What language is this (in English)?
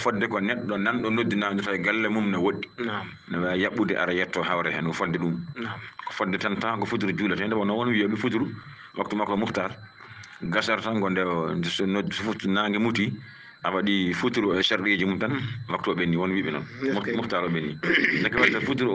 Fula